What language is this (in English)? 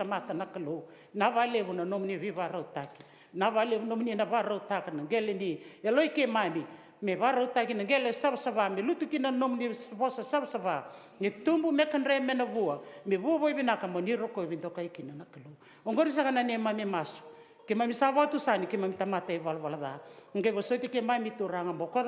Fijian